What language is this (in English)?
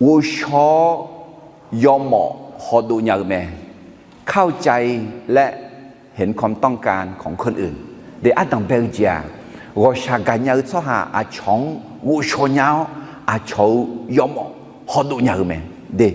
Akha